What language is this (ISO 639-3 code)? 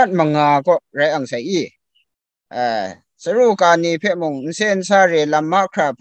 kac